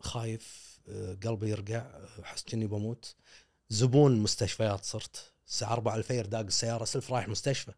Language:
Gulf Arabic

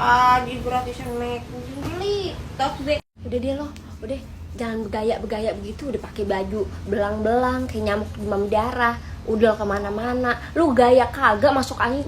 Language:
Betawi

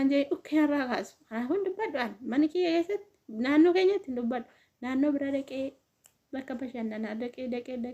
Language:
Oromo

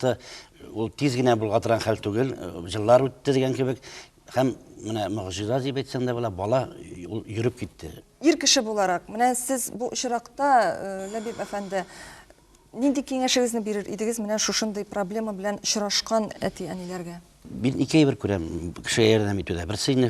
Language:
Tatar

